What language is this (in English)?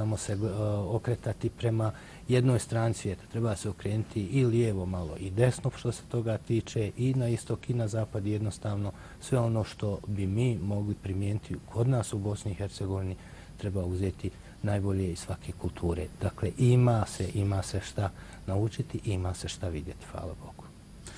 Bosnian